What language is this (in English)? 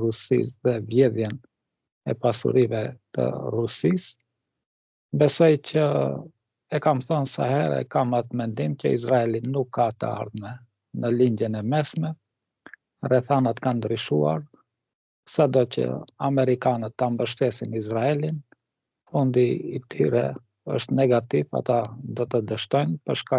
Albanian